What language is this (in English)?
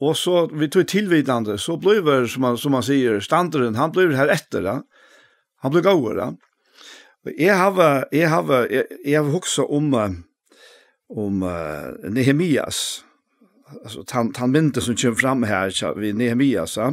Faroese